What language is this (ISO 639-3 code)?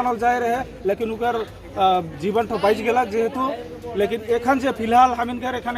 sck